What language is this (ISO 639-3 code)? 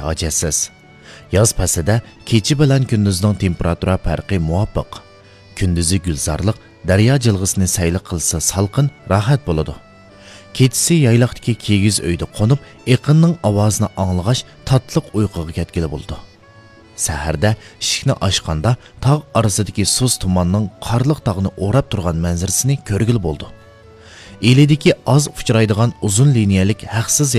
uig